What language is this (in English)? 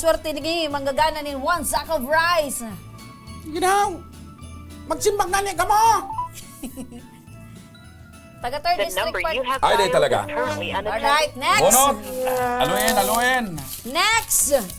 Bikol